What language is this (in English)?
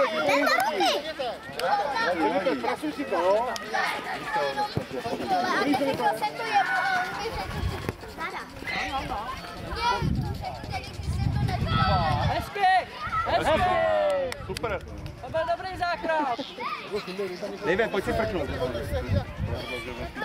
Czech